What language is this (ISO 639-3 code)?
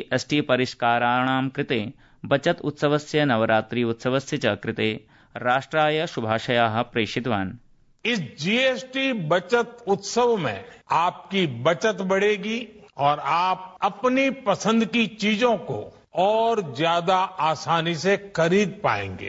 san